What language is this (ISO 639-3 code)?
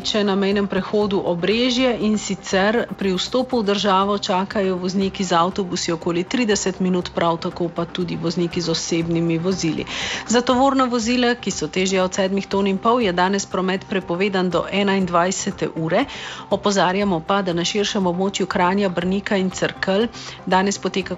slv